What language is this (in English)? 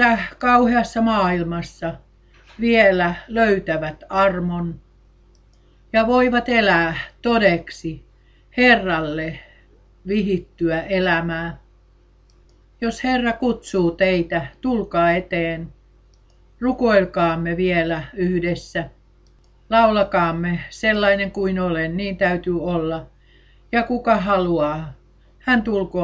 Finnish